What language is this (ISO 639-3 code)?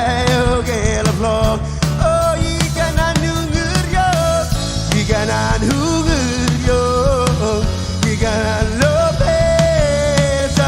mah